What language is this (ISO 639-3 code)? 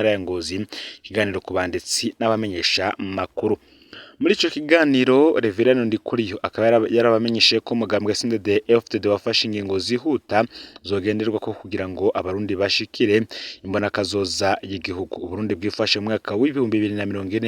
run